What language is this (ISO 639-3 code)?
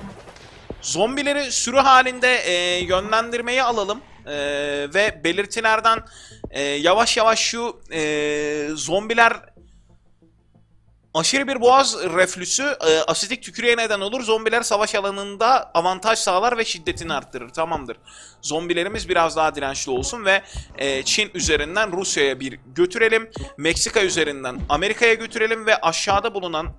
tur